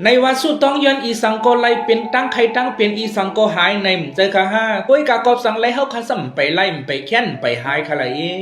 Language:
Shan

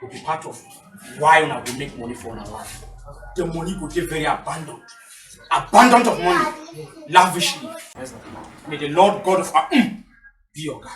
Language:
Nigerian Pidgin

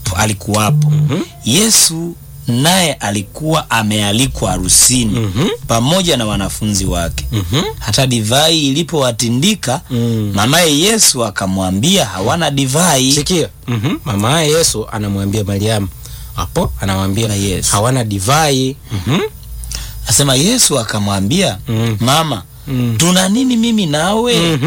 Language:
Swahili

